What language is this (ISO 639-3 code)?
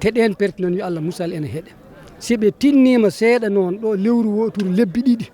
ful